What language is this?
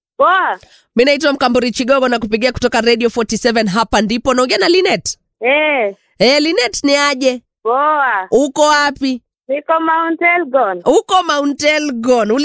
Swahili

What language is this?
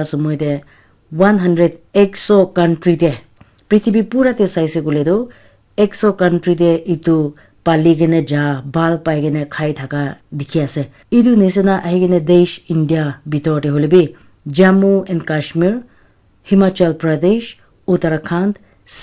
Naga Pidgin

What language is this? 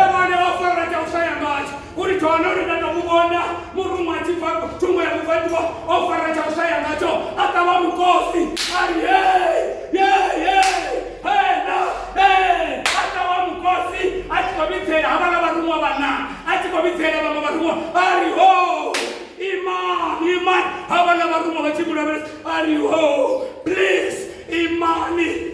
Venda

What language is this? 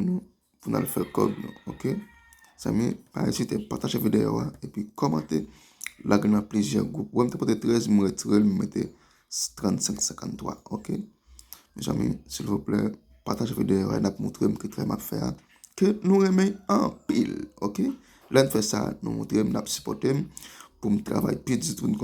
Haitian Creole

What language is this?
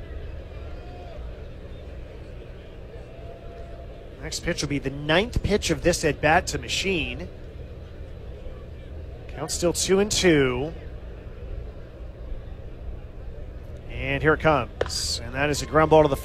English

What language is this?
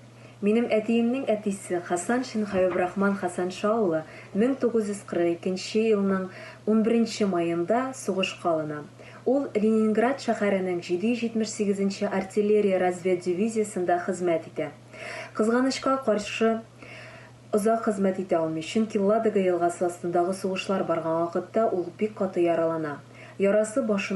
Tatar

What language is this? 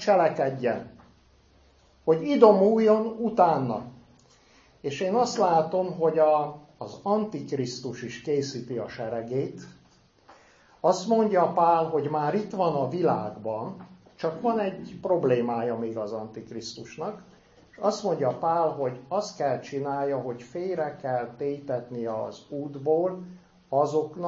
Hungarian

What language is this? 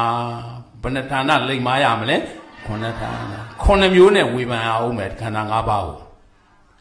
Burmese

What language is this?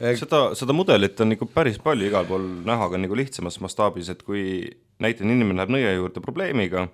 Estonian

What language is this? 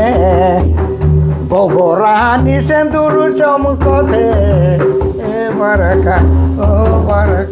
Sadri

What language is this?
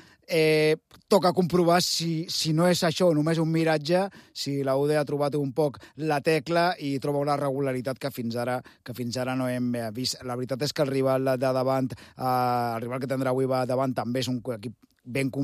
Catalan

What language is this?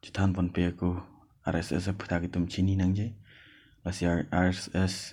Karbi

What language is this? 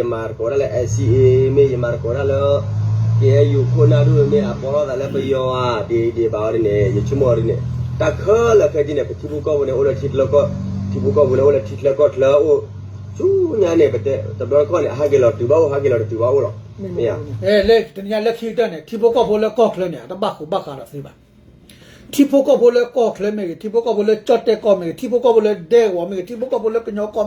S'gaw Karen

